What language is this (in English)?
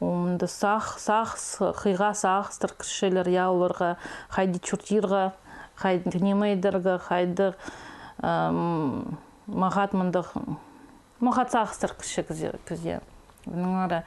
Khakas